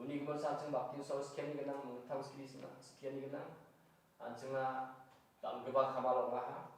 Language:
Garo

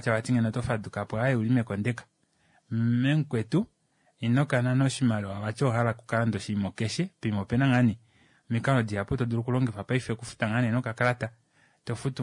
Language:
Kuanyama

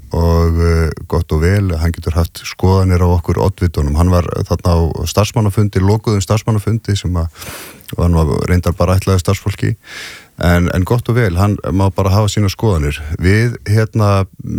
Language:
Icelandic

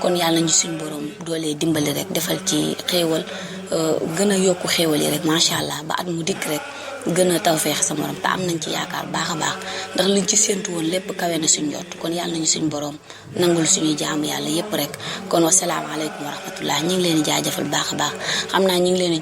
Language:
Wolof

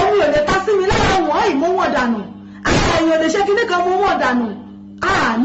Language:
Yoruba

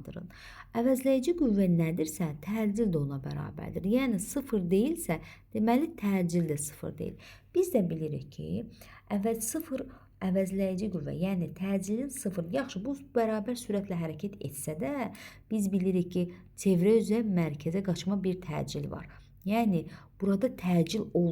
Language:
Azerbaijani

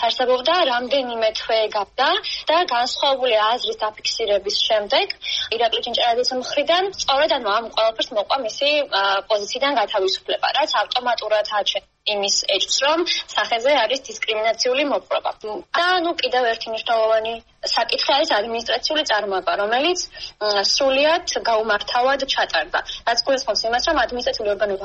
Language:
Georgian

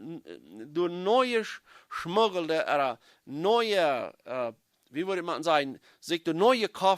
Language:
Plautdietsch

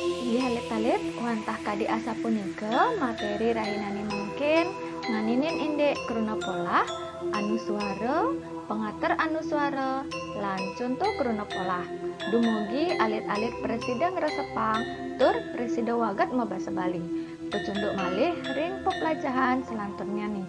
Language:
Balinese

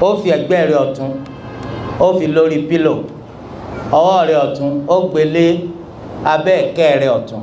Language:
Yoruba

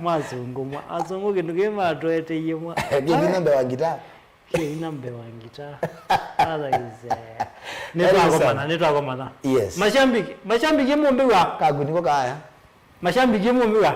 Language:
Kamba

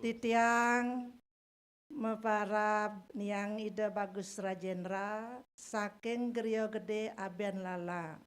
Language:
Balinese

